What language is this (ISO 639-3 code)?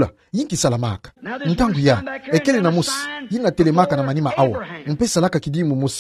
ktu